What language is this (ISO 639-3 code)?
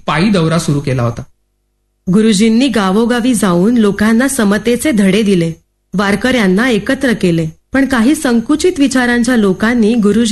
mar